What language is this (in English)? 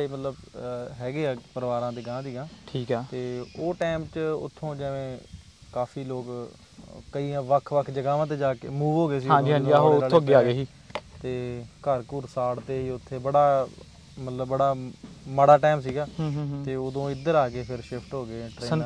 Punjabi